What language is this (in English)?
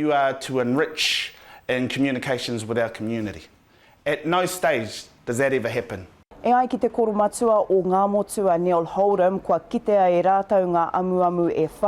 Māori